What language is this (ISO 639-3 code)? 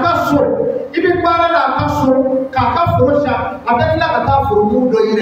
bam